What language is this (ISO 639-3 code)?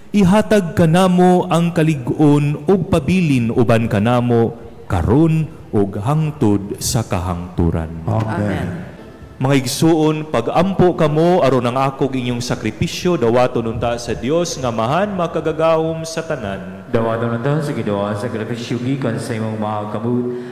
ceb